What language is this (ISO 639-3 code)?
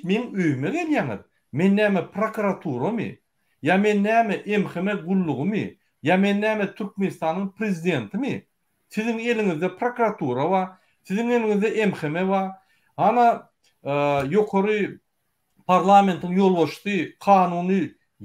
tuk